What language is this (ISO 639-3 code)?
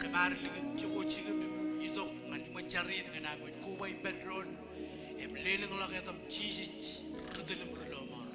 mah